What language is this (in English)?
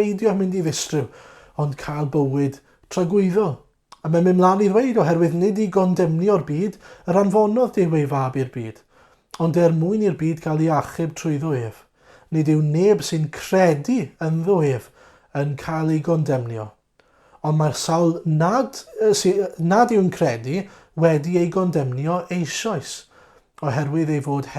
Welsh